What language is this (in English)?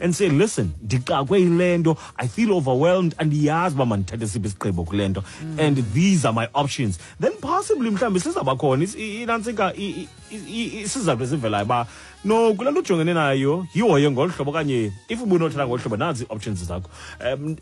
Xhosa